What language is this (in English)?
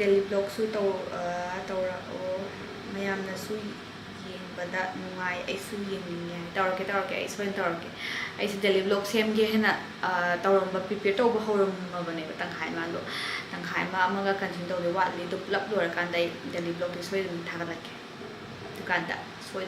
Manipuri